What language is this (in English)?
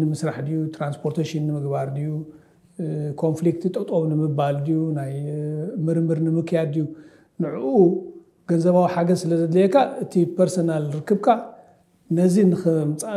Tigrinya